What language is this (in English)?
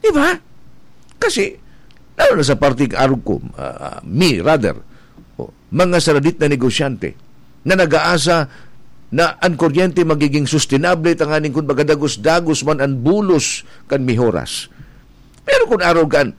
Bikol